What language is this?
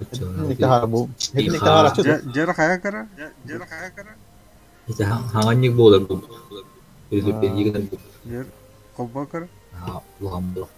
Yakut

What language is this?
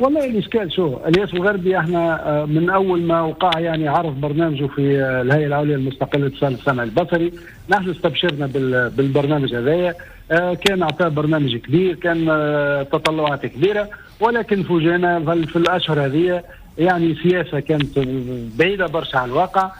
Tunisian Arabic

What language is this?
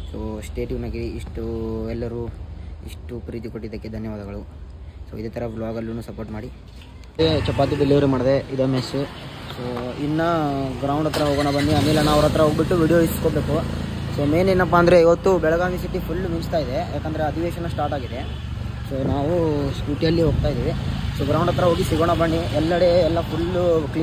Kannada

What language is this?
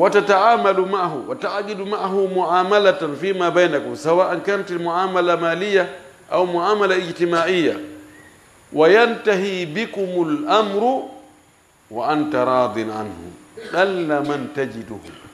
Fula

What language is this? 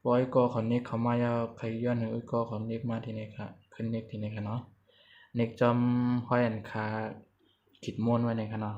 Shan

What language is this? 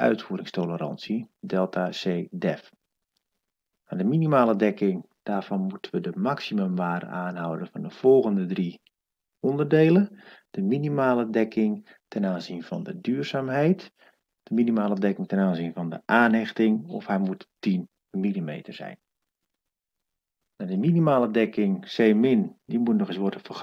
Dutch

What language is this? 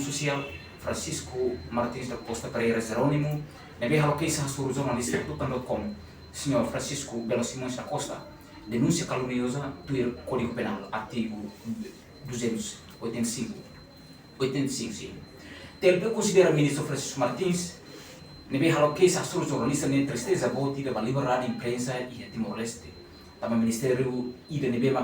Tetum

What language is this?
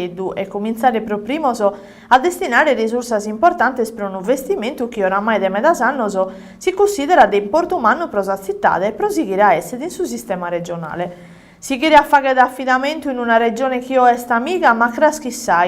Sardinian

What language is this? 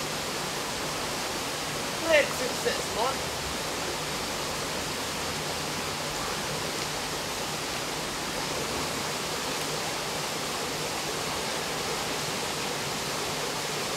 Norwegian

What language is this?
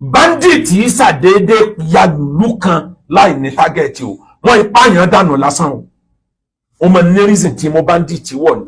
Yoruba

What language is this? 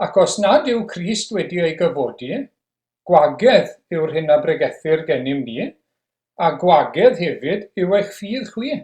Welsh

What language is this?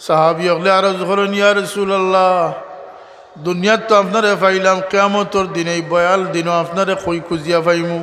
Sylheti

